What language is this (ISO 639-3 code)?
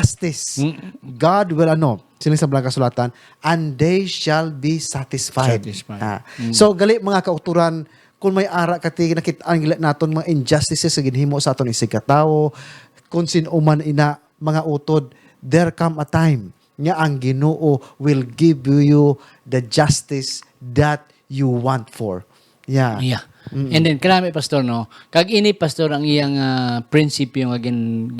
hil